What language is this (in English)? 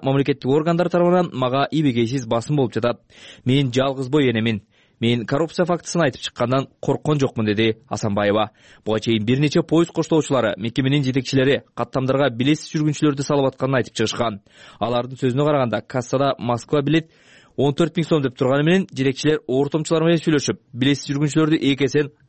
Kyrgyz